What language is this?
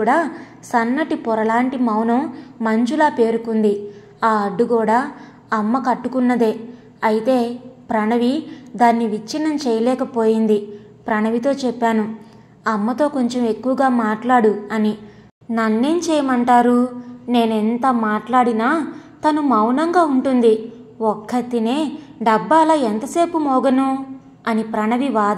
Telugu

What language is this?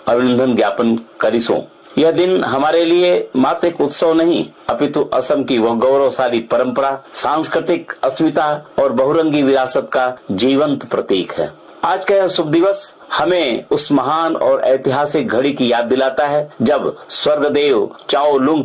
Assamese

